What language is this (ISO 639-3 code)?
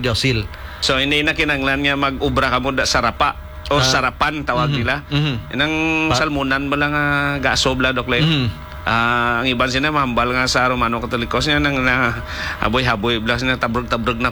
hil